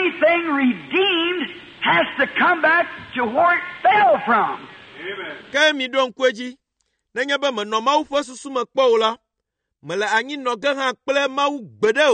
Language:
Ewe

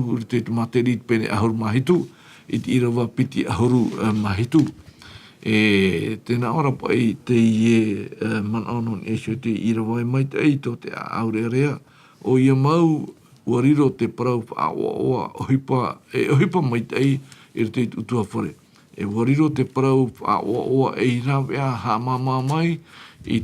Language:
Tahitian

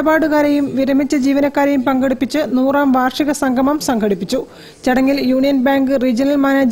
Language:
Malayalam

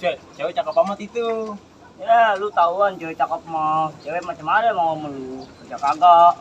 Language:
Betawi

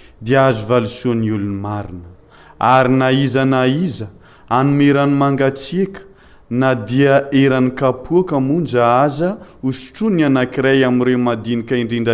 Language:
Malagasy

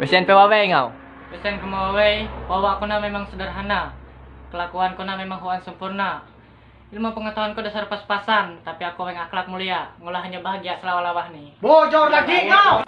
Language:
Ma'anyan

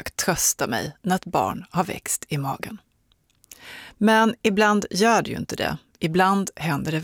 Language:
Swedish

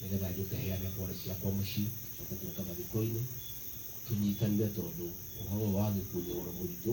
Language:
Kikuyu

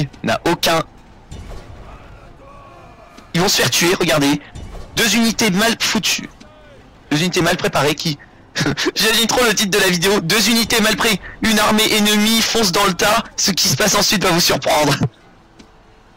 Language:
French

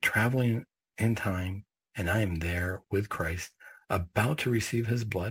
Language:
English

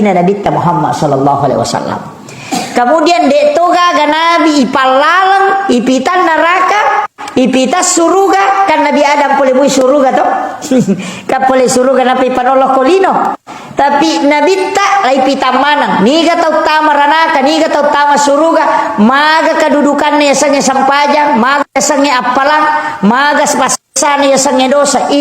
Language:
Buginese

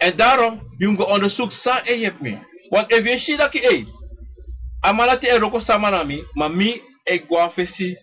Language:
Sranan Tongo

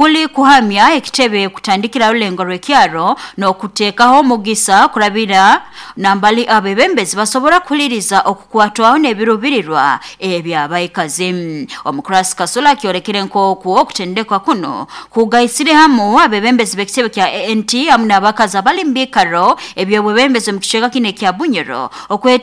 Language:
Nyoro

